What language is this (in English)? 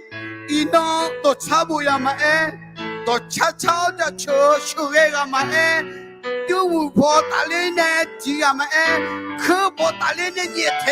Akha